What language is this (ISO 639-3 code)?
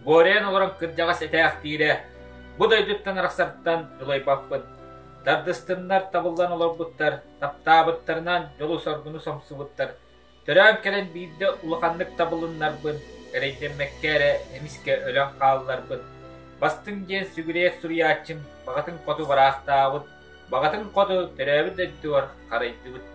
sah